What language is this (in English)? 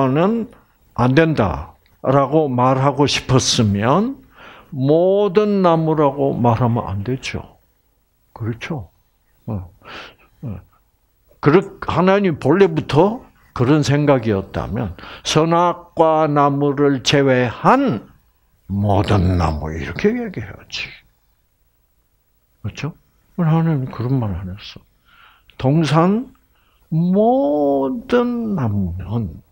Korean